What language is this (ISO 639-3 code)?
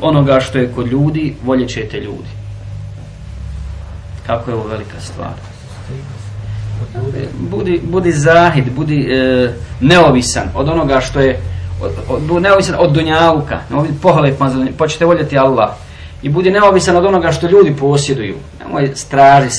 bos